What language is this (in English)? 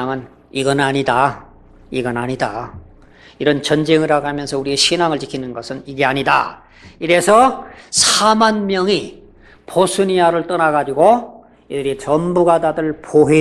Korean